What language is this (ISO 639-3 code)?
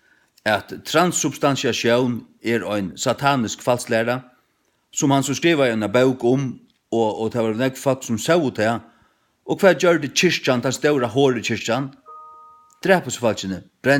fao